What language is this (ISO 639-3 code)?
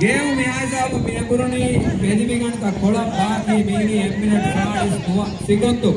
div